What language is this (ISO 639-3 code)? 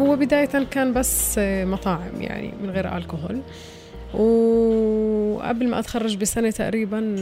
apc